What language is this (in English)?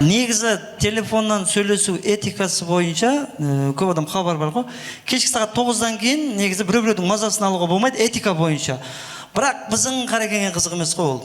Kara-Kalpak